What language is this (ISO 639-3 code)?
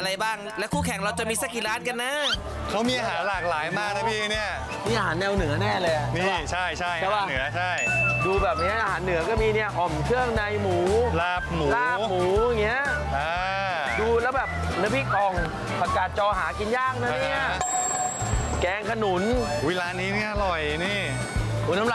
tha